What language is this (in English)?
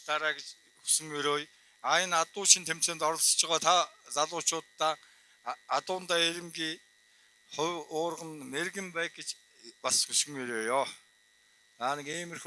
Mongolian